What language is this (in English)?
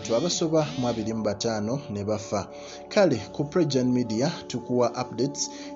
Ganda